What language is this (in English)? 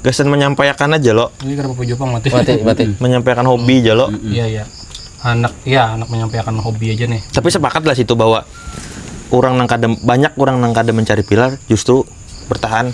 Banjar